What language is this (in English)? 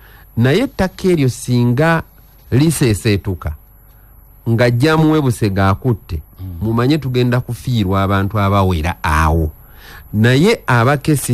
Ganda